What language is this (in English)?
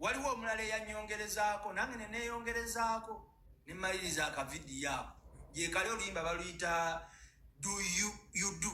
Ganda